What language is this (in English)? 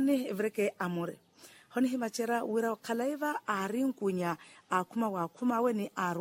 Makhuwa